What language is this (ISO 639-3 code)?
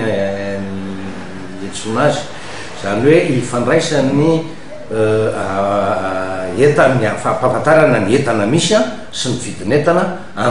mlg